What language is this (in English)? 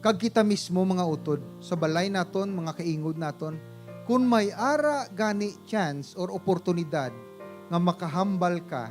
Hiligaynon